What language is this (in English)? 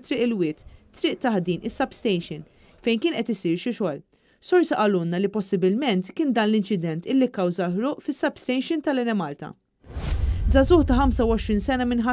Maltese